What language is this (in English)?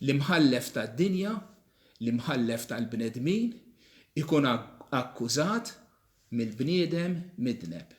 Maltese